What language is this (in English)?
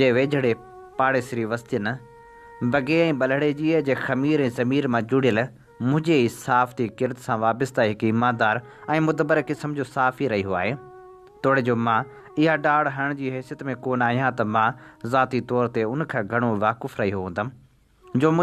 Sindhi